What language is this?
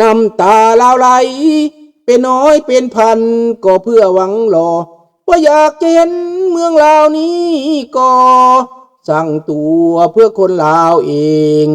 Lao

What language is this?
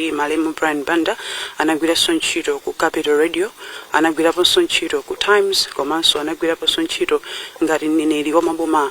Nyanja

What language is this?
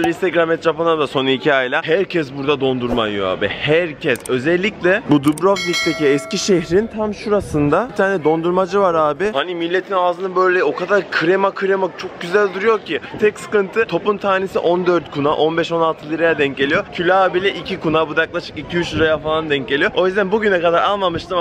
Turkish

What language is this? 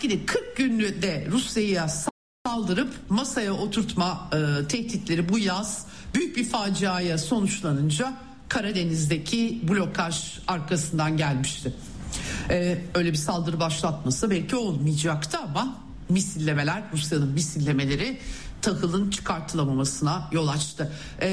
Turkish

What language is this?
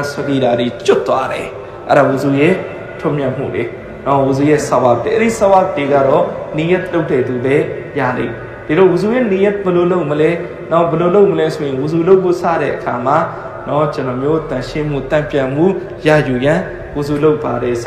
Burmese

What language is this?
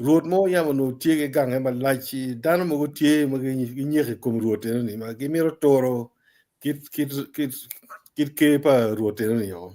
Acoli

